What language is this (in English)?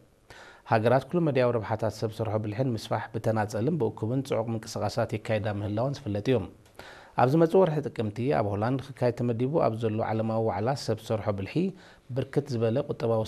Tigrinya